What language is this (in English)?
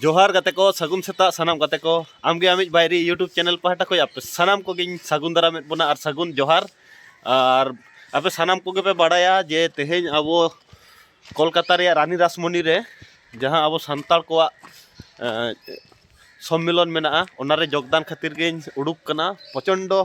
Santali